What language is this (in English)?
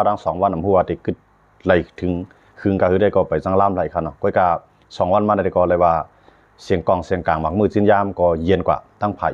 Shan